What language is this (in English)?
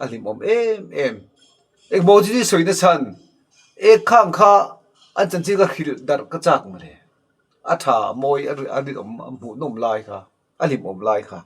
Mizo